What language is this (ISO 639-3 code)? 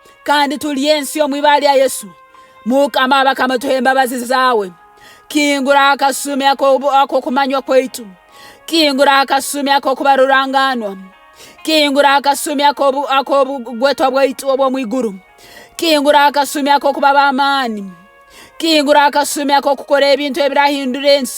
nyn